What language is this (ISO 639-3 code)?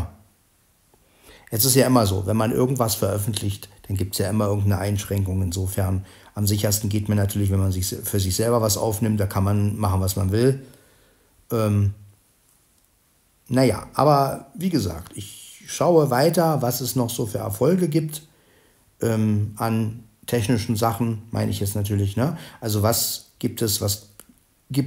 deu